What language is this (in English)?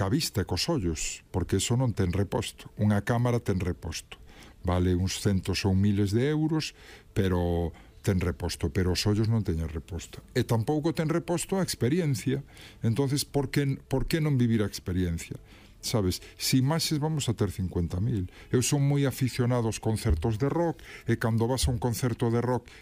Galician